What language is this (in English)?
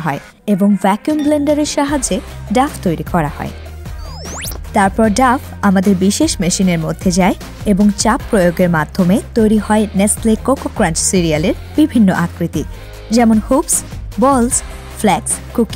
Bangla